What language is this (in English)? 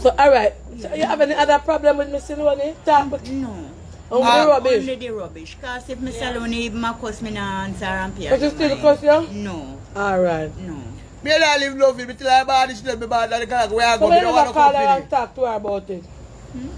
Jamaican Creole English